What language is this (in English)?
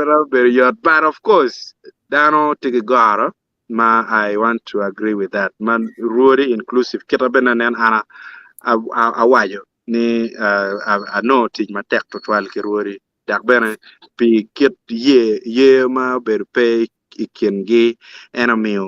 Acoli